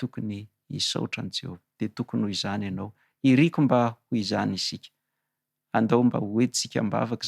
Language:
Malagasy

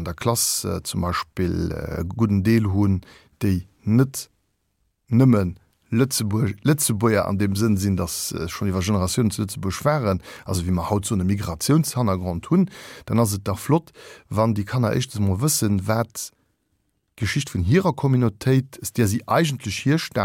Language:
Luxembourgish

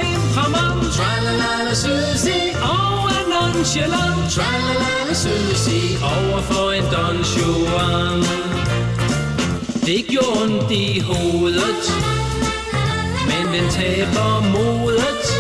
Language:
Danish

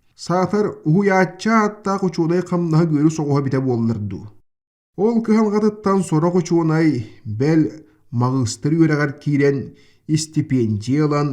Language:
Yakut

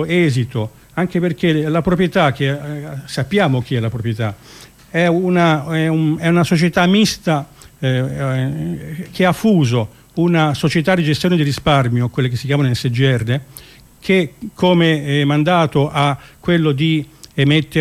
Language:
Italian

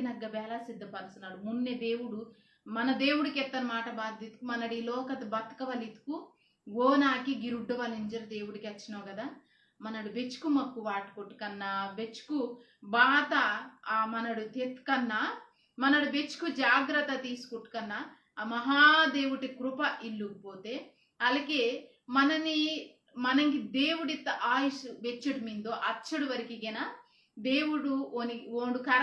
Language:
Koya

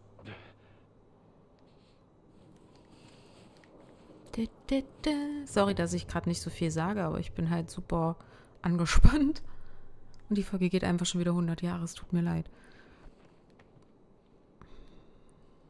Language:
German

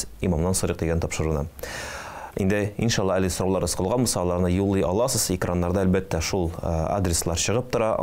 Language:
Tatar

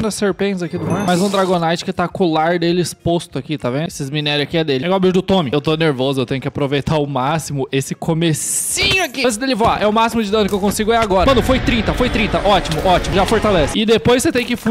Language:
Portuguese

